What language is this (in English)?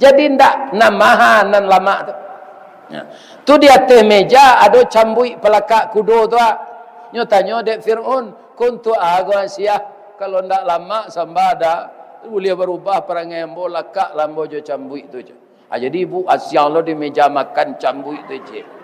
Minangkabau